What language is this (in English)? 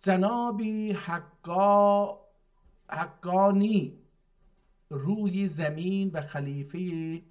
South Azerbaijani